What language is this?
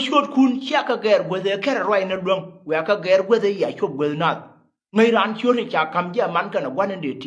Nuer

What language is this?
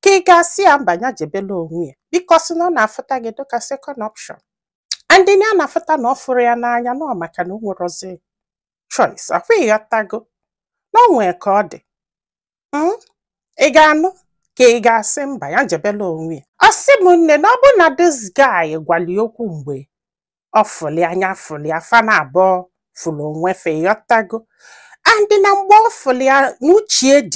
Igbo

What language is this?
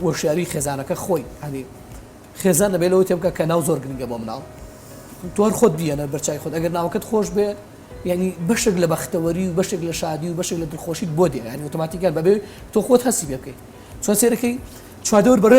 Central Kurdish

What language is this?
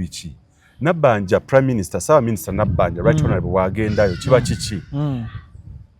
Ganda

